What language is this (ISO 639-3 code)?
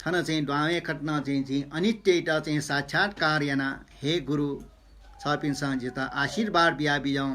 new